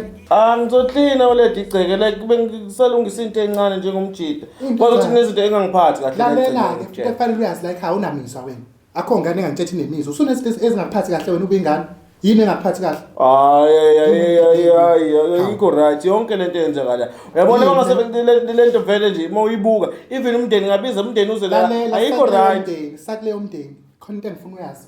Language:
Zulu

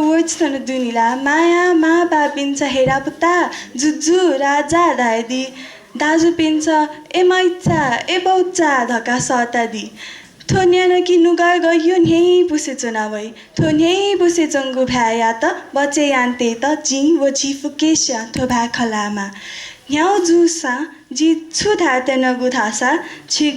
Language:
Newari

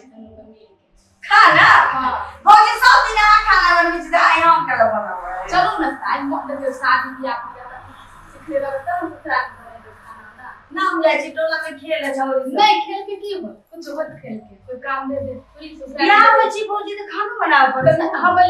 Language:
Maithili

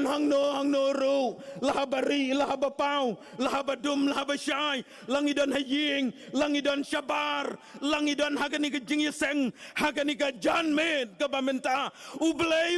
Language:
Khasi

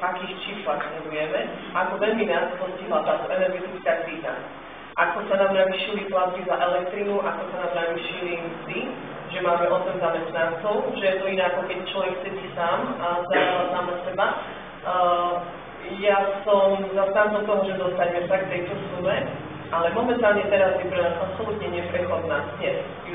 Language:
Slovak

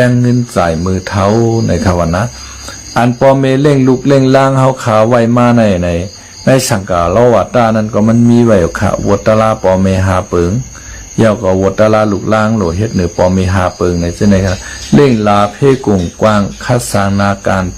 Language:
Shan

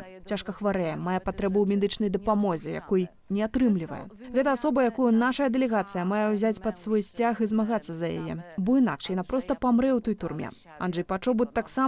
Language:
Belarusian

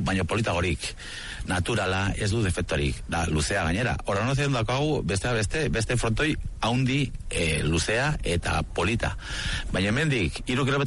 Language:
Basque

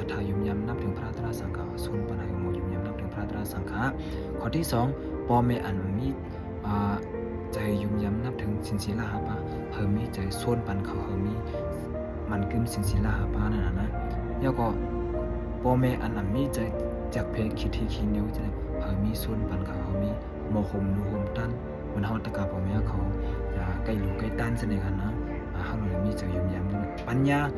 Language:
Shan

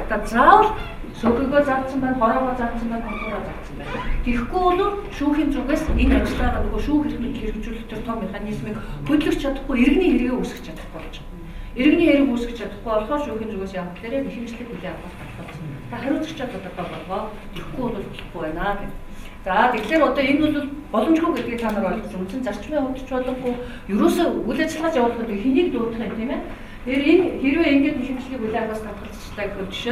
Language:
Mongolian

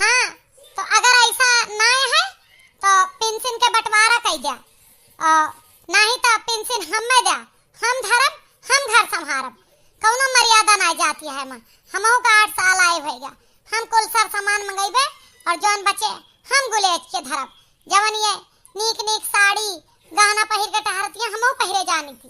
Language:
Awadhi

